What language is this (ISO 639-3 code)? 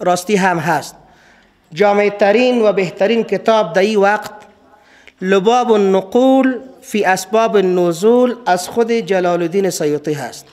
fas